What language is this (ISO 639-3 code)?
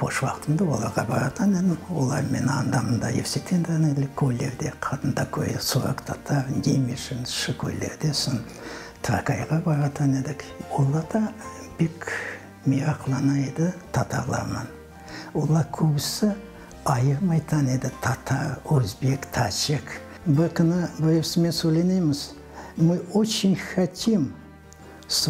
crh